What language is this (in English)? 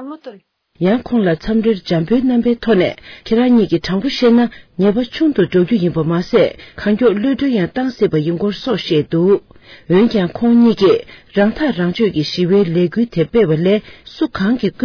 Tibetan